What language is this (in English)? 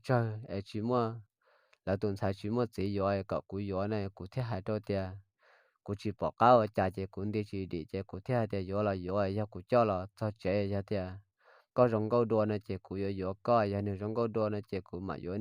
Hmong